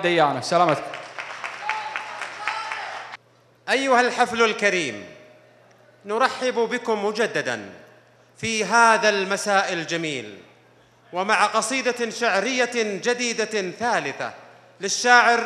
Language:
Arabic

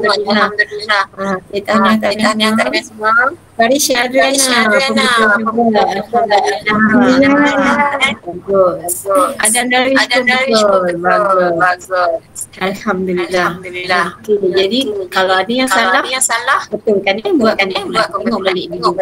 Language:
Malay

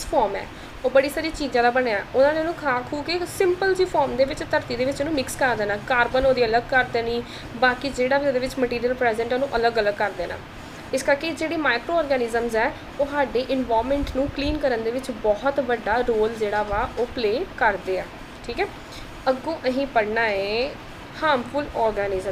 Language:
Punjabi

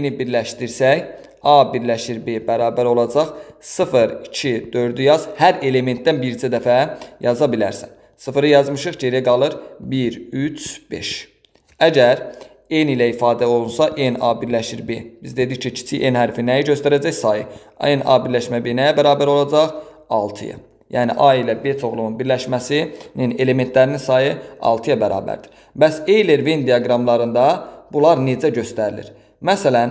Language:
Azerbaijani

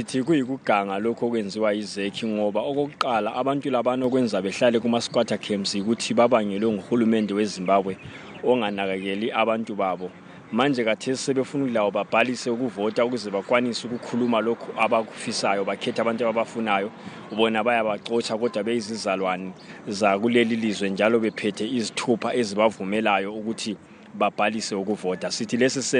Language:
North Ndebele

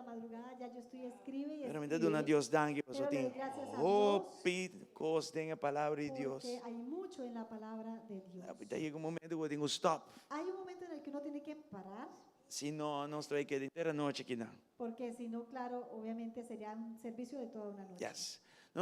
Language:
Papiamento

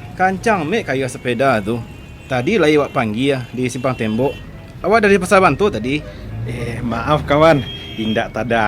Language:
Minangkabau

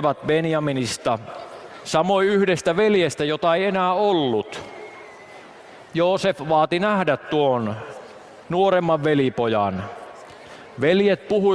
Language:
Finnish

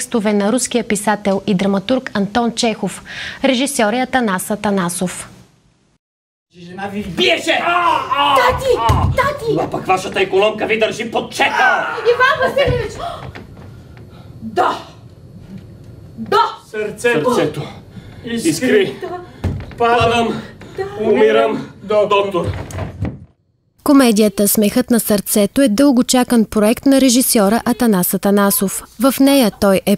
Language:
Bulgarian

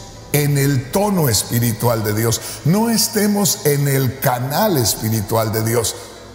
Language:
Spanish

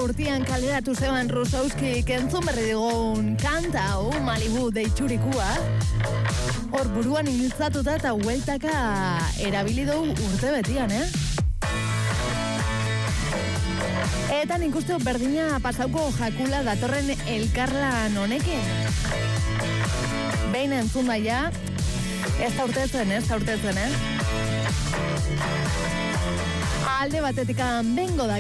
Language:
Basque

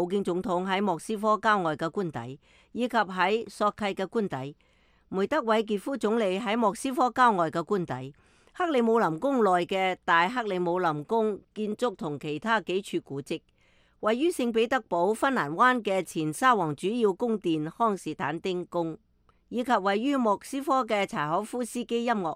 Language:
Cantonese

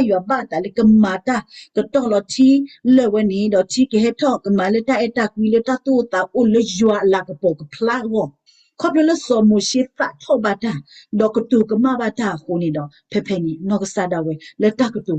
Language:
S'gaw Karen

